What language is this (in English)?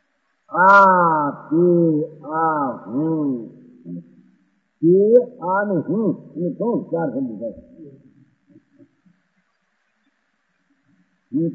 Gujarati